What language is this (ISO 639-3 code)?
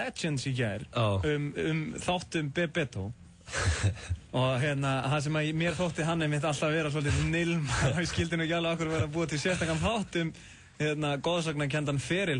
isl